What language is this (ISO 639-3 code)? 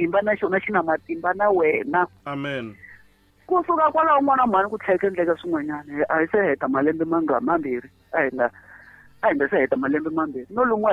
tso